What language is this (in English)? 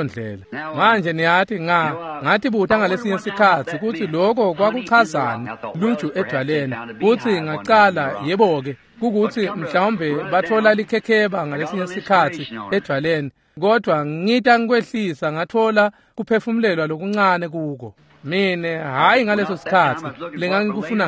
Swati